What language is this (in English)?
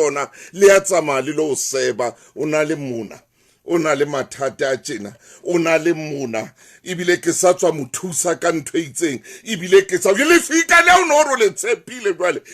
Southern Sotho